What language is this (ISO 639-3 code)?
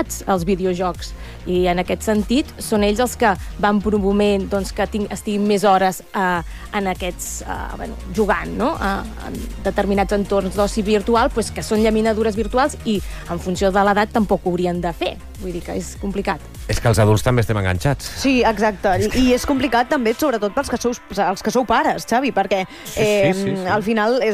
cat